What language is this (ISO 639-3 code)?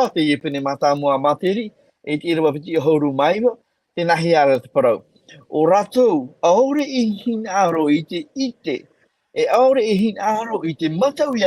tah